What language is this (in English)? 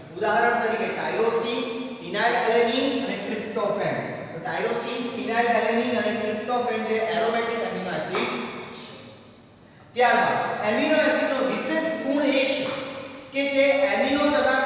Gujarati